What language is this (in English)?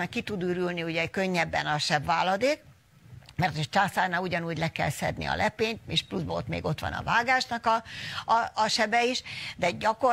Hungarian